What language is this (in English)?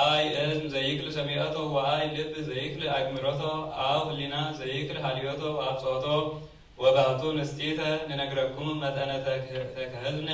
Geez